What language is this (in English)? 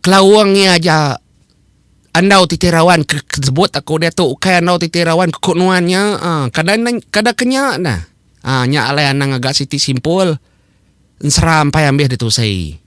Iban